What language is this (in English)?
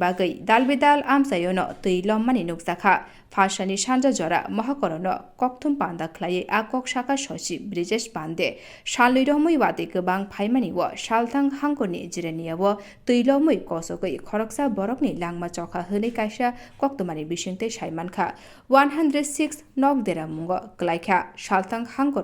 Kok Borok